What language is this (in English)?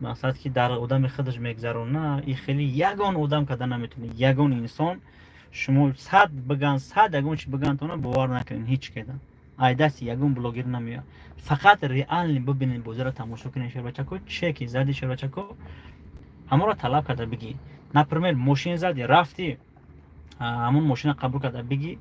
Tajik